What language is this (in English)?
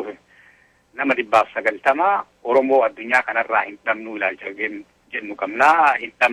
Oromo